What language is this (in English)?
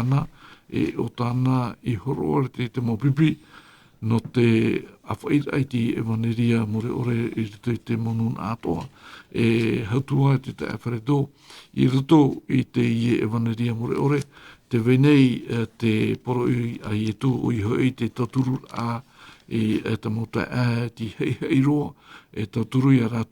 Tahitian